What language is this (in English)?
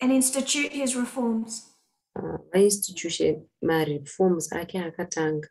Shona